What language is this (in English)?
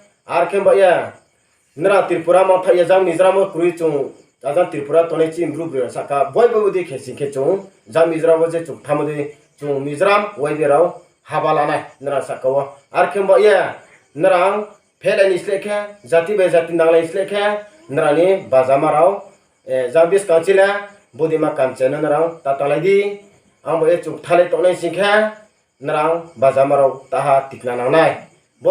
Riang (India)